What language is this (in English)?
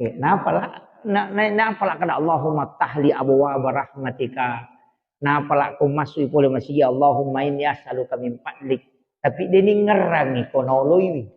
Buginese